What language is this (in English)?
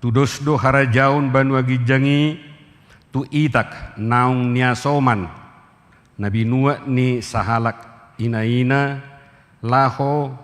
Batak Toba